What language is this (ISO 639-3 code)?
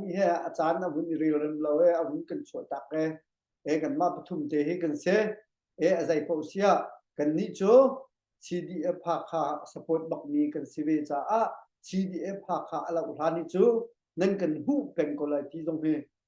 cnh